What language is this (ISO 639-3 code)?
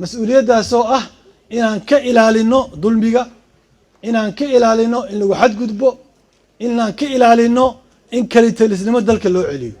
som